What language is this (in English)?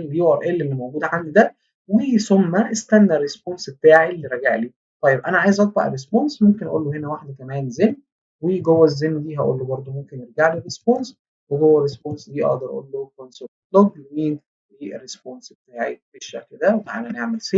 Egyptian Arabic